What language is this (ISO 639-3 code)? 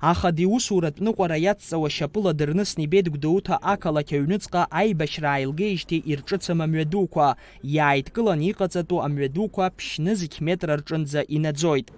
abk